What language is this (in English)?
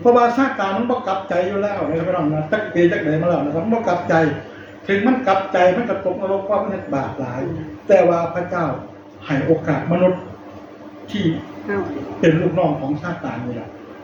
Northeastern Thai